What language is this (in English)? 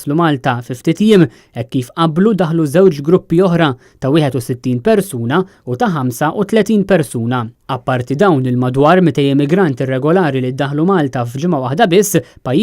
Maltese